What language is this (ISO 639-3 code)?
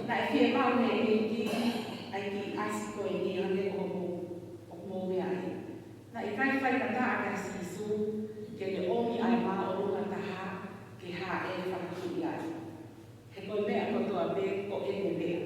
ton